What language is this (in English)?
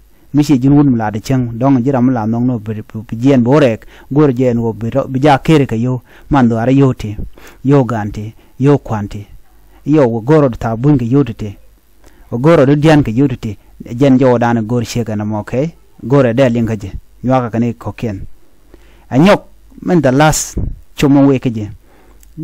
Nuer